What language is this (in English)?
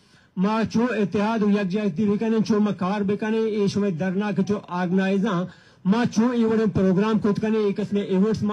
Baluchi